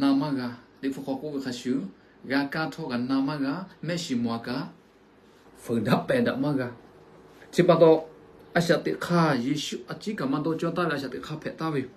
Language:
Lahu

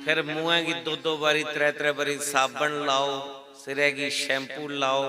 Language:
Dogri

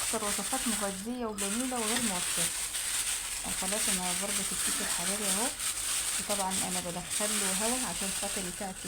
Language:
Egyptian Arabic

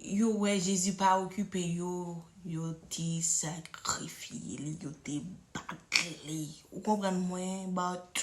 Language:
Haitian Creole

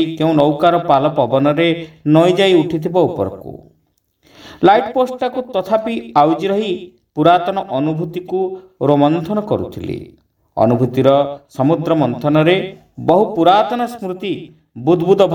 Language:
Odia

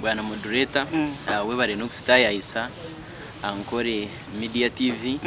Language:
Nyankole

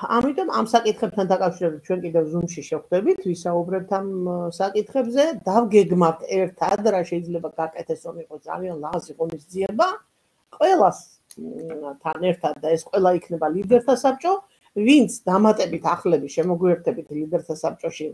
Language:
Georgian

